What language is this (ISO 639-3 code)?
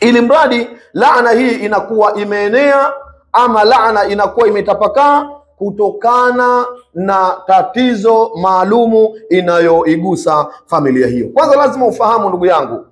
swa